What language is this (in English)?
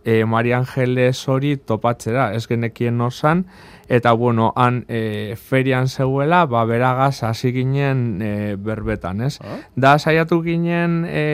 Basque